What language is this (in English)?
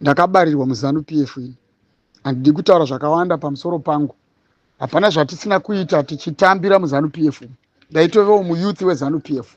Shona